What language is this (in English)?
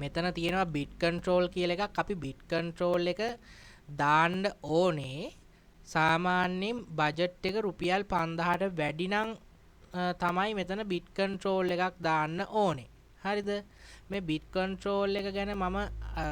Sinhala